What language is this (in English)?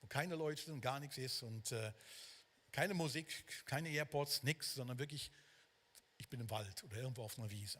Swiss German